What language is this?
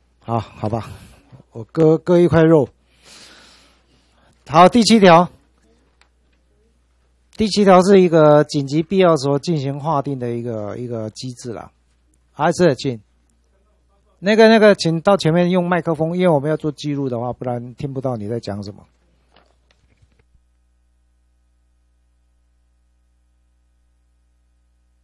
Chinese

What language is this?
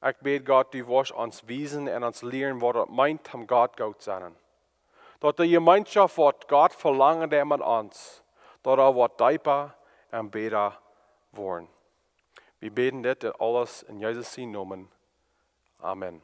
Plautdietsch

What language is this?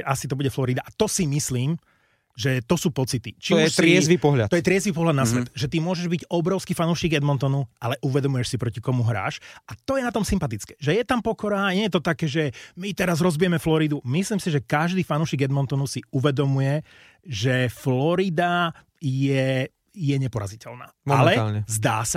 Slovak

